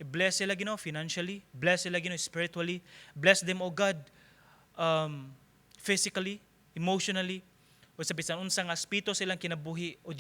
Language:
Cebuano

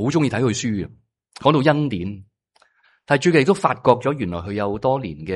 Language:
Cantonese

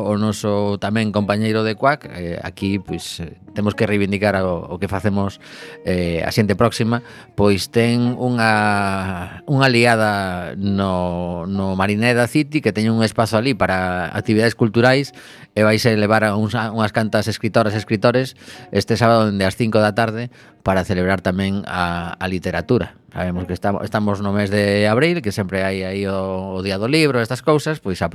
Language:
Galician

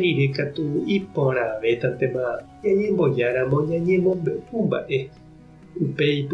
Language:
Guarani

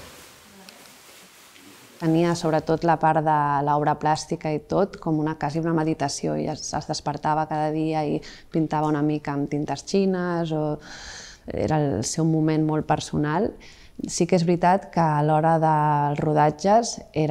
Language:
Catalan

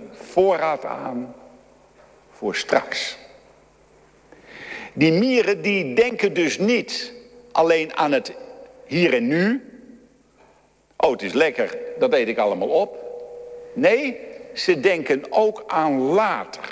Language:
Dutch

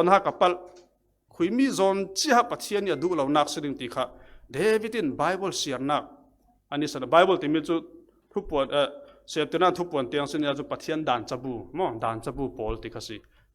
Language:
Falam Chin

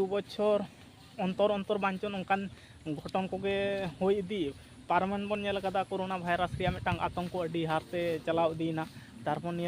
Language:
Santali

